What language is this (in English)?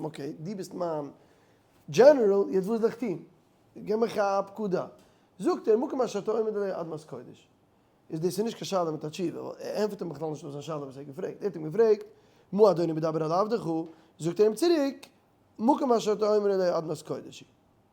Yiddish